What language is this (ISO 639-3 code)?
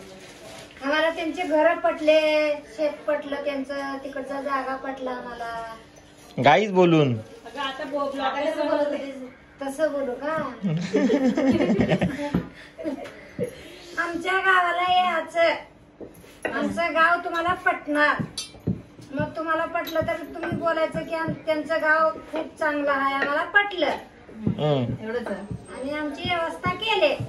mar